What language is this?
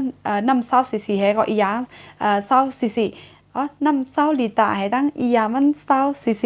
Shan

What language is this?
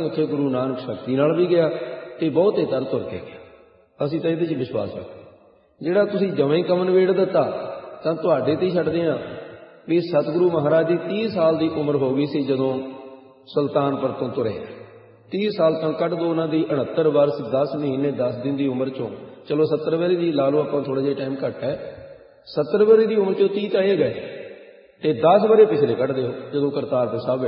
Punjabi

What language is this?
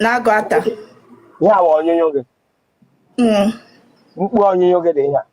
Igbo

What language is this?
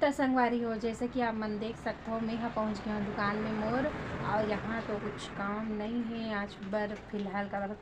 Chhattisgarhi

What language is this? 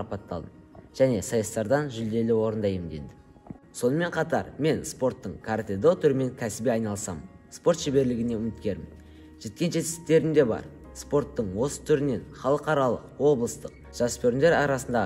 Kazakh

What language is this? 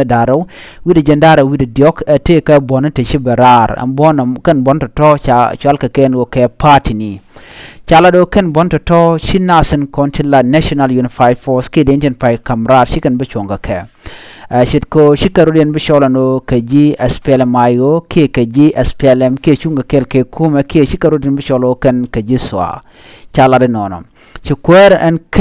Nuer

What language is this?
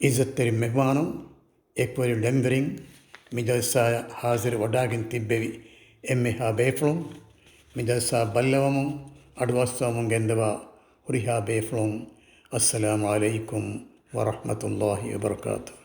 Divehi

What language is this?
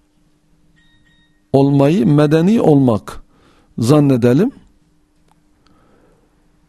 Turkish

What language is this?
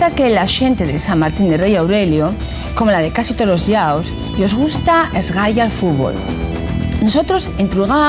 Asturian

